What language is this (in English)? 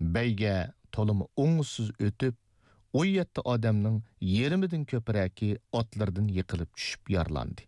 Uyghur